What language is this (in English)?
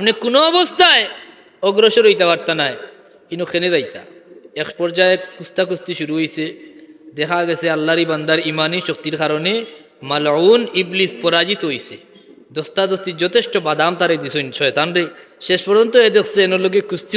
Sylheti